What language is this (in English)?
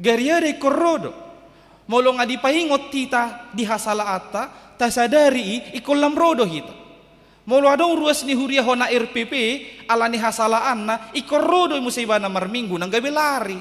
Batak Toba